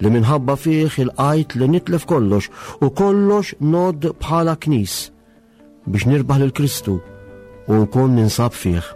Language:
Maltese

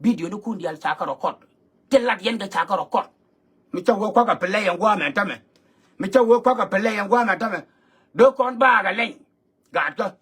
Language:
Nuer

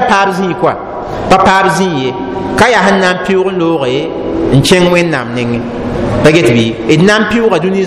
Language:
Mossi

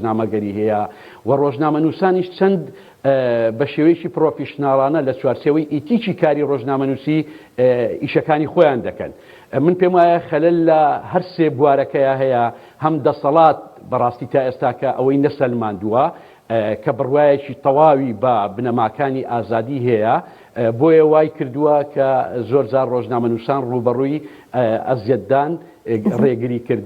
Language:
Central Kurdish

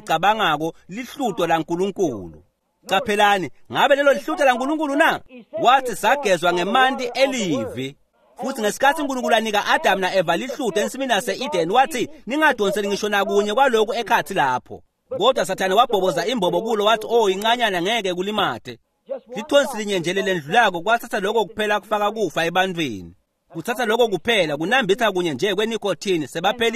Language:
Swati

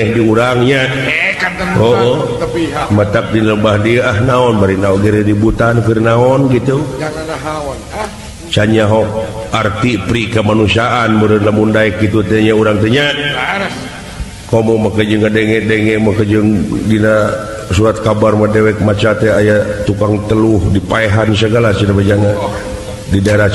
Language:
Sundanese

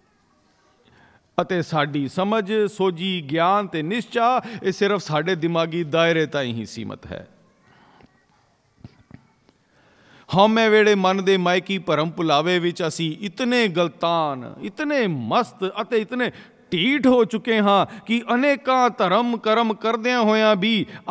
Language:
Punjabi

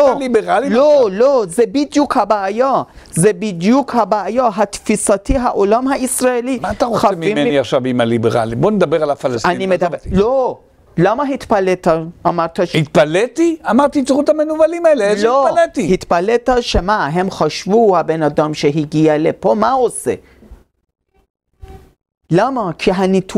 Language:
Hebrew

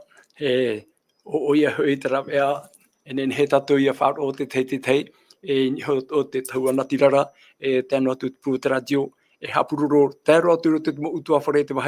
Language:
Tahitian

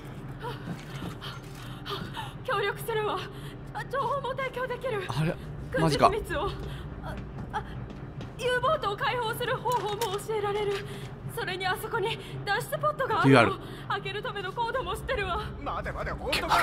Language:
Japanese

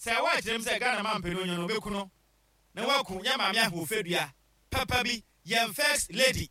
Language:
Akan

